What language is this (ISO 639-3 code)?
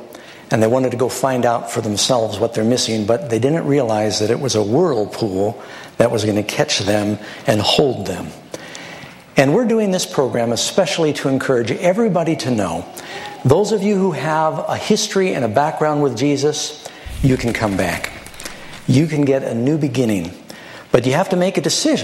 eng